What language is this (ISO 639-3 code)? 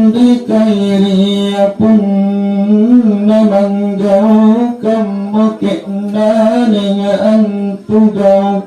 mak